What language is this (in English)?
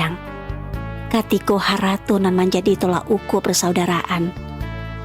Minangkabau